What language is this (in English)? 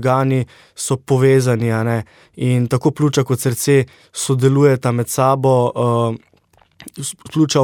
Slovenian